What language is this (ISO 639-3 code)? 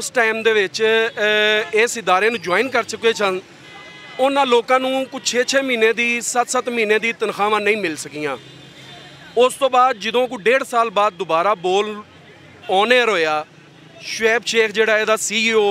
lah